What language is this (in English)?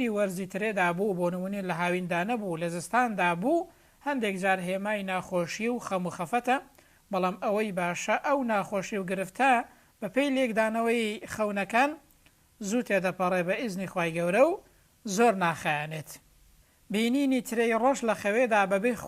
Central Kurdish